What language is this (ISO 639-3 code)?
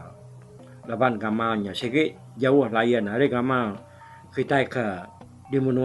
iba